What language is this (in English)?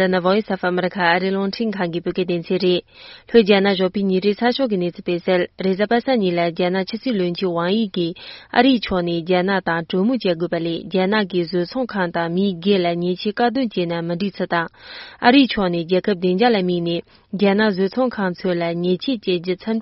Tibetan